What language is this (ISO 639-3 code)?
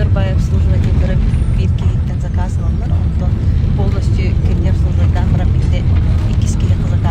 sah